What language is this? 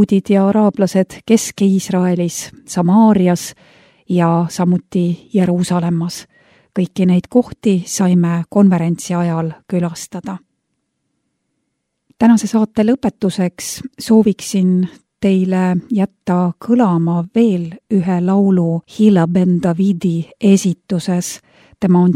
Estonian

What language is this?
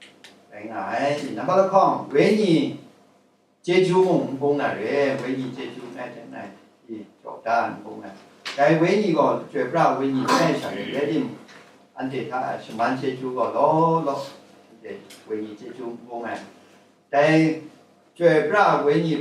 Kachin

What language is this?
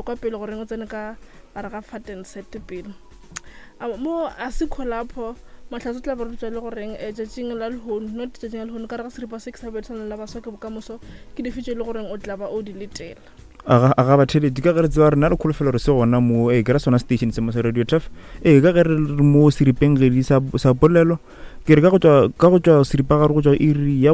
Northern Sotho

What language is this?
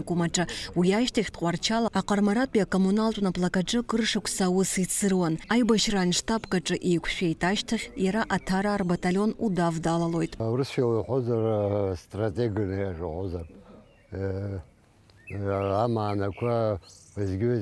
Abkhazian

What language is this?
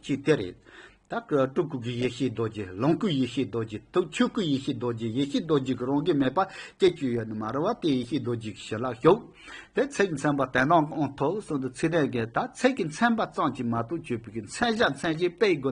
Tibetan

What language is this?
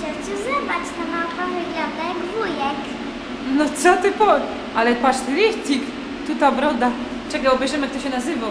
Silesian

